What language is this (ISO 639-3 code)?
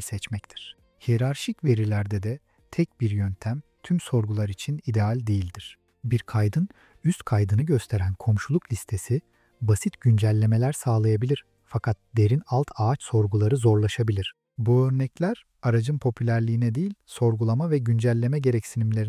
tur